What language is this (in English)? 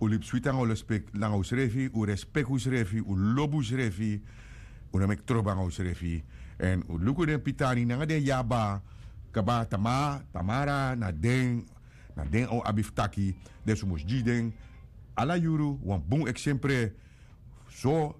Sranan Tongo